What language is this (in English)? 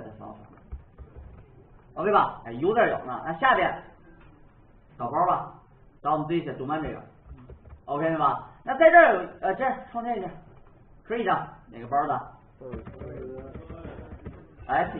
Chinese